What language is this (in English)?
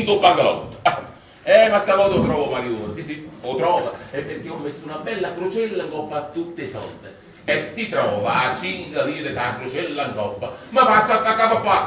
Neapolitan